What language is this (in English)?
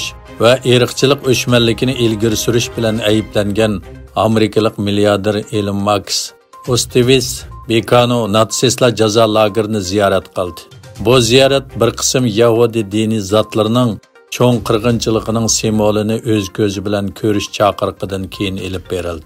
Uyghur